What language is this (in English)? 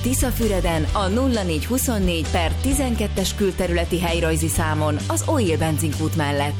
Hungarian